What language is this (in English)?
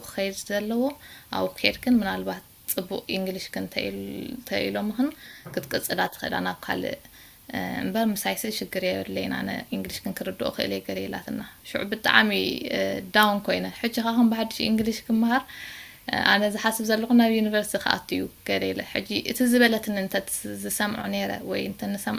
Tigrinya